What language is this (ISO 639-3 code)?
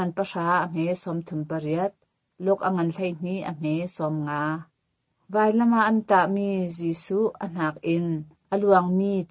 cnh